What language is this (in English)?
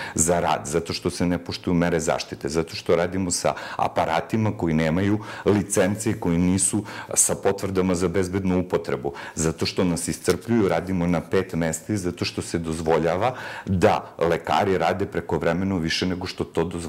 Serbian